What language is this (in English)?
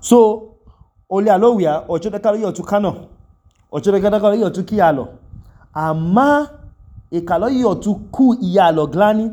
Idoma